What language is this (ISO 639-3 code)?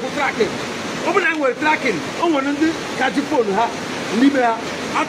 ibo